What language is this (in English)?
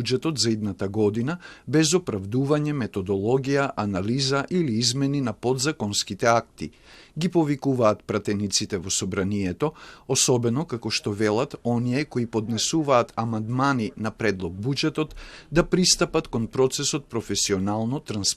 Macedonian